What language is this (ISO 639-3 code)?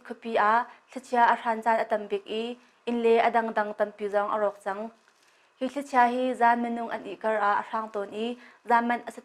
cnh